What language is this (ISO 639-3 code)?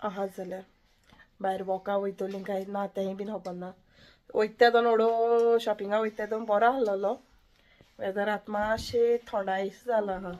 kok